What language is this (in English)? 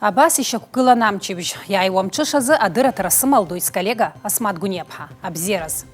Abkhazian